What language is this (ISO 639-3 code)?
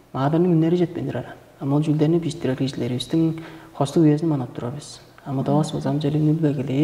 tyv